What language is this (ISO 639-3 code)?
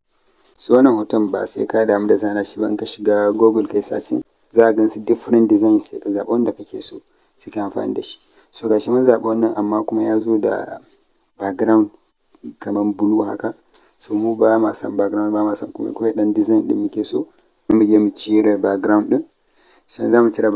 hau